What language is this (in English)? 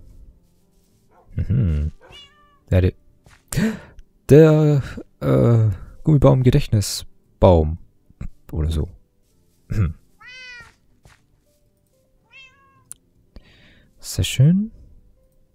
German